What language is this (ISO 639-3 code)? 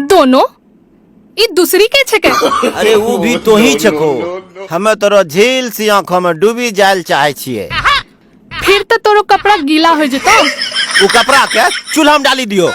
anp